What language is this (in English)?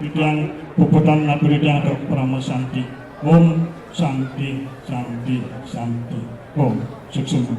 Balinese